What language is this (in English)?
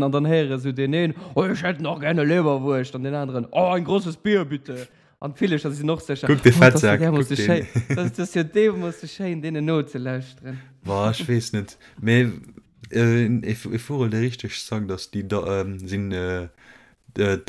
Luxembourgish